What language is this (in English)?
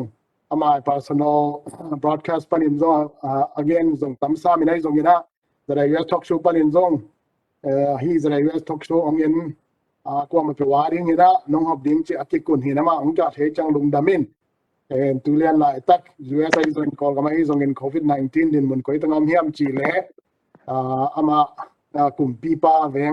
Tedim Chin